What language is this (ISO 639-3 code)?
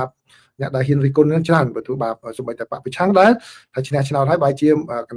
khm